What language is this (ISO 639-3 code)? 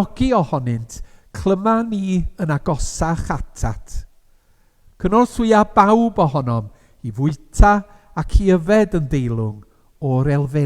cym